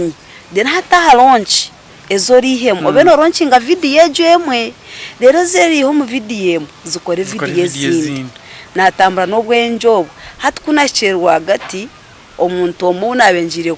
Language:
Nyankole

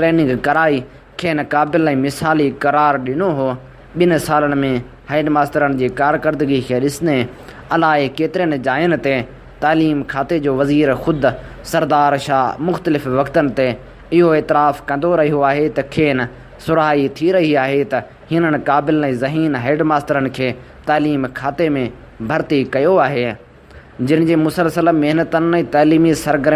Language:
Sindhi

